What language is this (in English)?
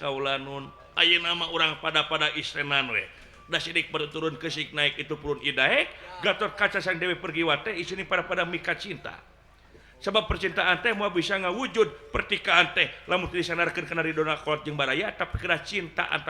Sundanese